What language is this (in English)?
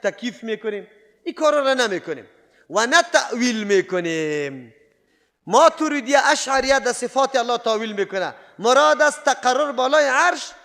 Persian